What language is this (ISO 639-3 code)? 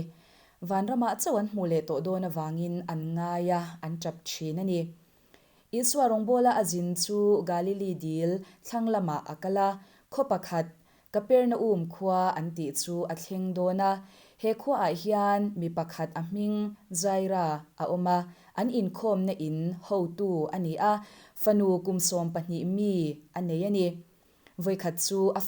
lus